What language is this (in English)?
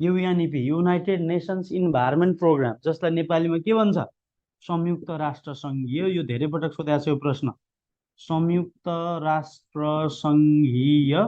Nepali